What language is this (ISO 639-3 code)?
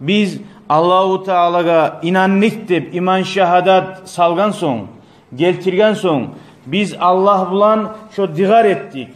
kum